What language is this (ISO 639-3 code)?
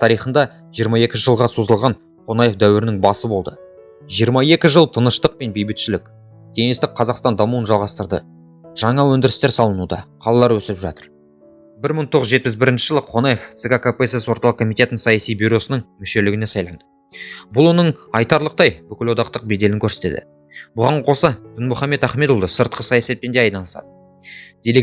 kaz